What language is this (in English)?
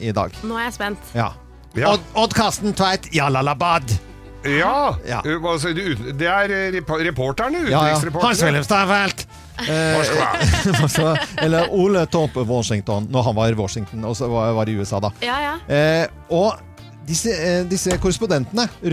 Norwegian